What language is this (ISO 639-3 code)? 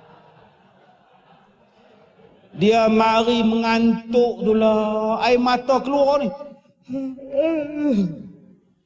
msa